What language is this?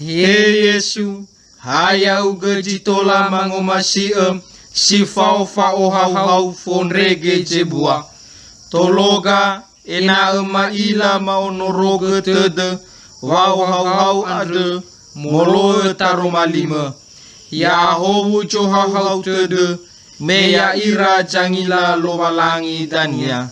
Nias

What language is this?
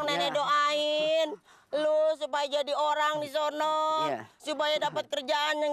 Betawi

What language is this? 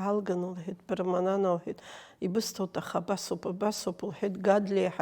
Abkhazian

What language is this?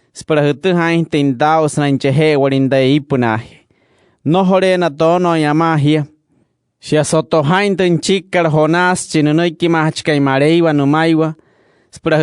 Wayuu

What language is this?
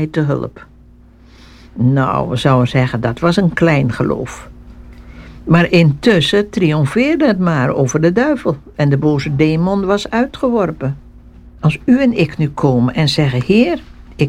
Dutch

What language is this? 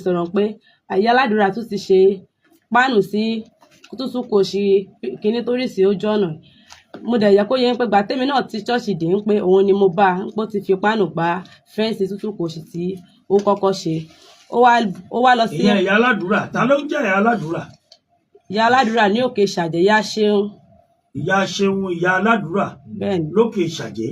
Yoruba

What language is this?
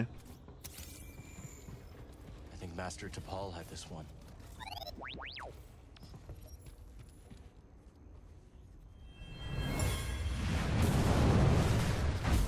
Hungarian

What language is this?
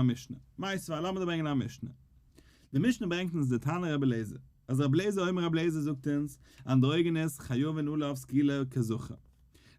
Yiddish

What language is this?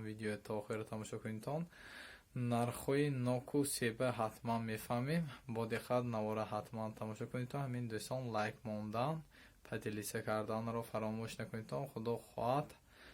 Tajik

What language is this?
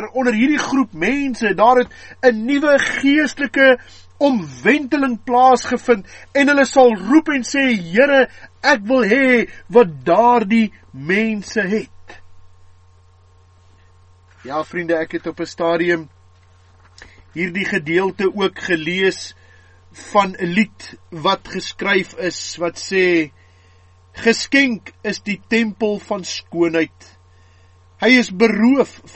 Afrikaans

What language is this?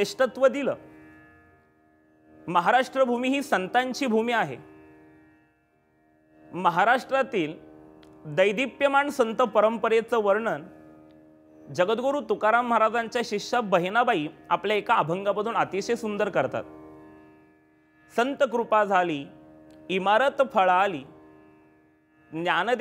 Marathi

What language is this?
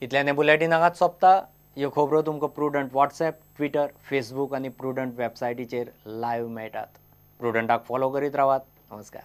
Konkani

